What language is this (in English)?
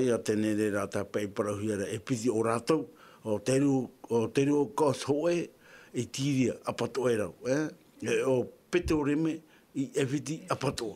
Tahitian